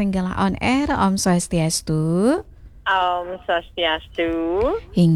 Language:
Balinese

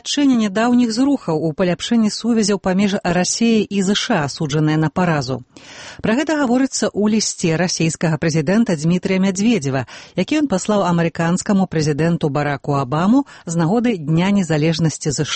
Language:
Belarusian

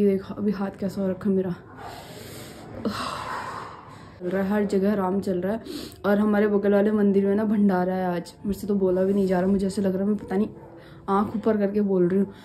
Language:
Hindi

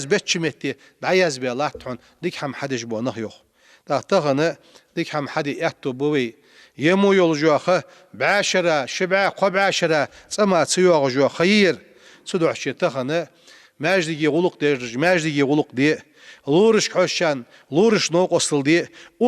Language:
Ingush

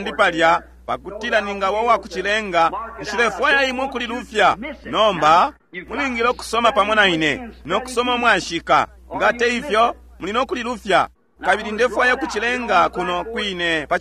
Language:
Bemba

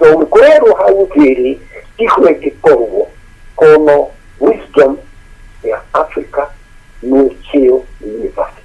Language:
Kikuyu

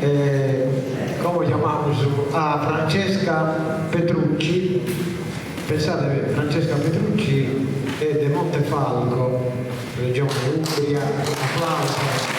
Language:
Sardinian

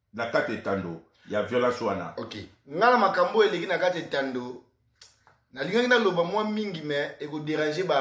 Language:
Lingala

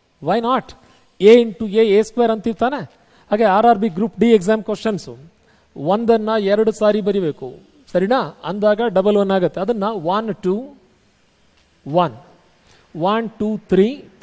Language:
Kannada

